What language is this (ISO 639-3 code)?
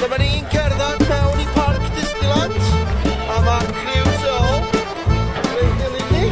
cym